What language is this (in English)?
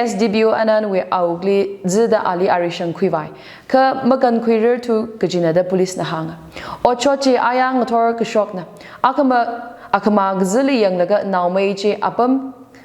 Tangkhul Naga (India)